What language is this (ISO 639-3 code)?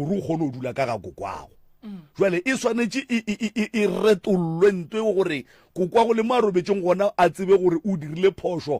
nso